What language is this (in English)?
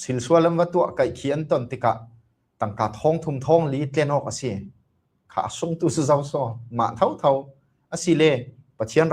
Falam Chin